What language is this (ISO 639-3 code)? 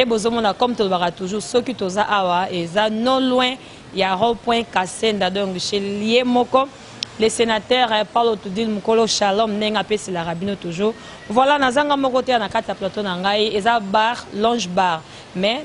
lin